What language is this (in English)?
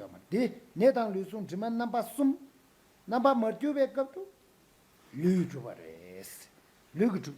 Tibetan